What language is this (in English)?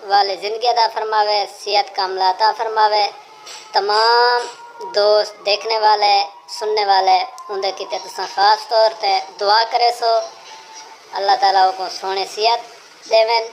Saraiki